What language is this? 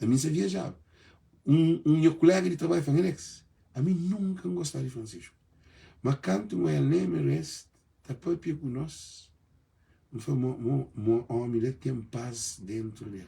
Kabuverdianu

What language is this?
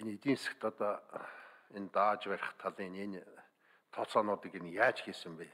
Mongolian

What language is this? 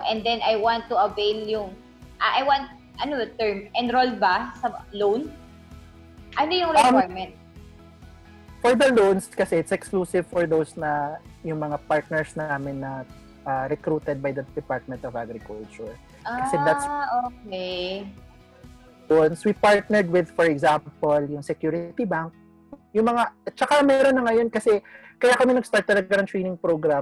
Filipino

